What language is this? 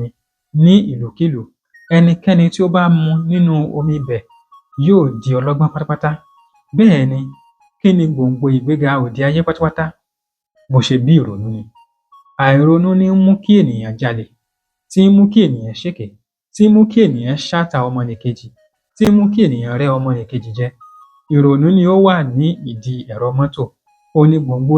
Yoruba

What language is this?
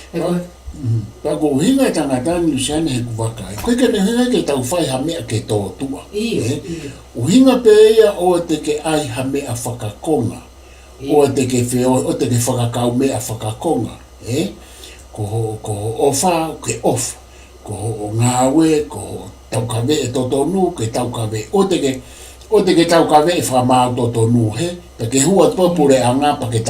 Tongan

